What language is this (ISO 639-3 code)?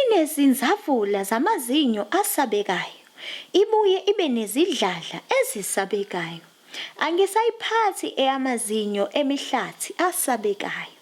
zul